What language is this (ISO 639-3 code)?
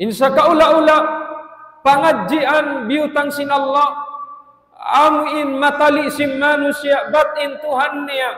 tsg